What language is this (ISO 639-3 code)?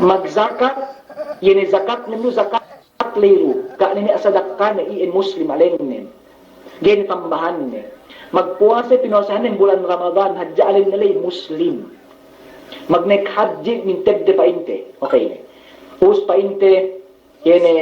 yka